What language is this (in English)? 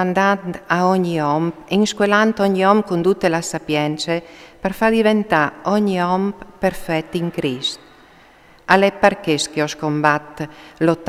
Friulian